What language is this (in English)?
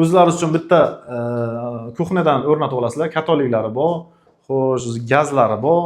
Uzbek